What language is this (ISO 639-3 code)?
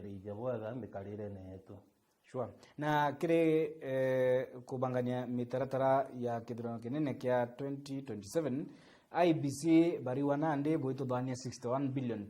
mer